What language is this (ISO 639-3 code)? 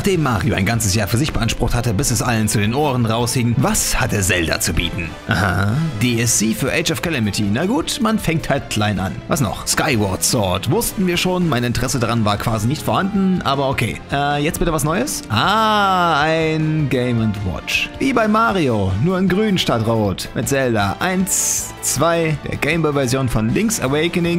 deu